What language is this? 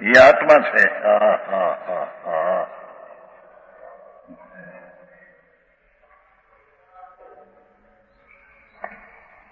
Gujarati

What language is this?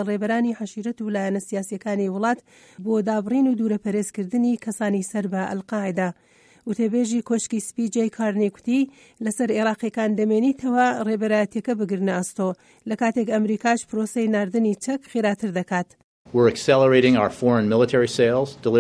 Central Kurdish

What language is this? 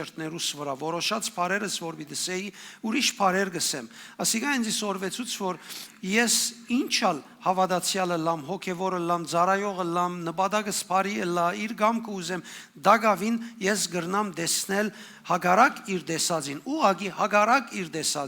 Western Armenian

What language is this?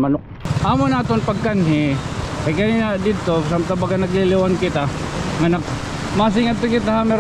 Waray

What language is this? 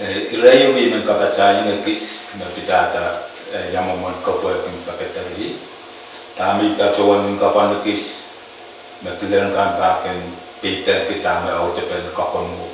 Pohnpeian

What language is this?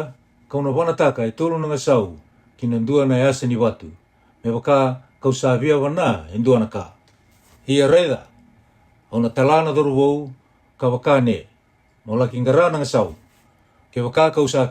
Fijian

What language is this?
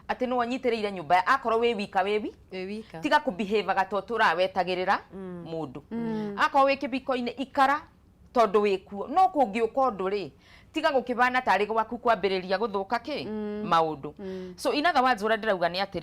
Kikuyu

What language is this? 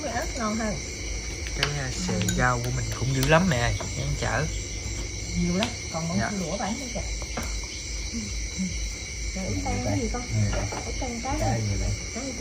Vietnamese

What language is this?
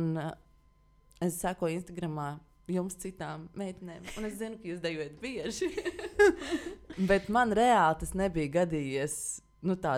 Latvian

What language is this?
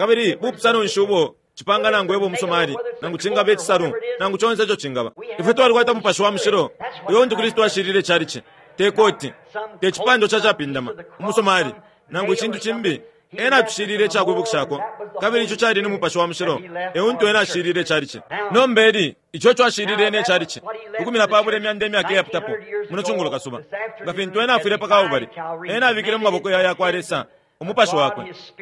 Bemba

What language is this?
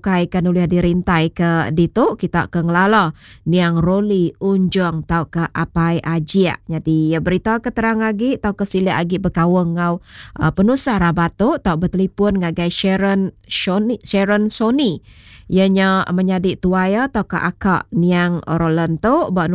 Iban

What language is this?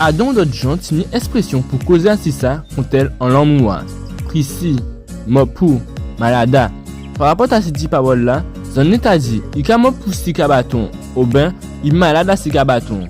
Guadeloupean Creole French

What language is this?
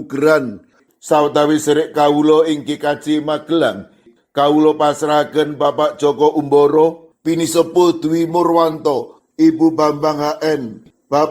Javanese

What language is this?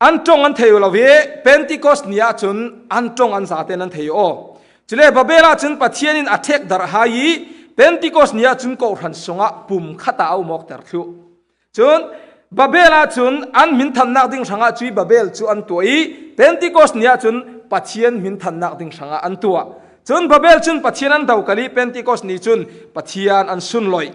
Falam Chin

